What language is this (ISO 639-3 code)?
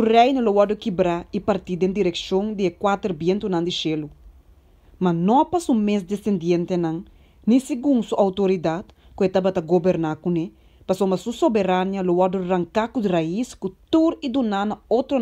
pap